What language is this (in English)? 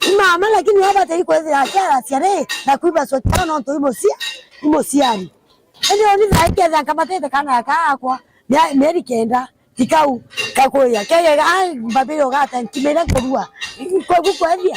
Meru